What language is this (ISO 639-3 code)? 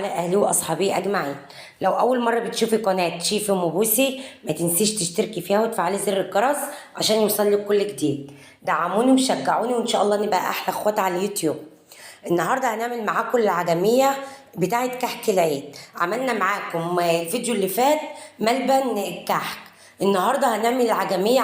arz